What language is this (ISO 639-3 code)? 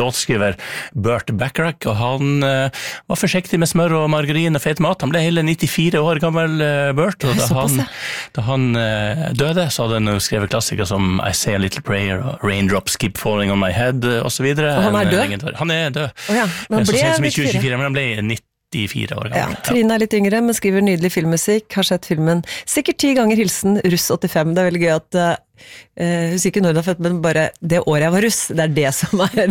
nor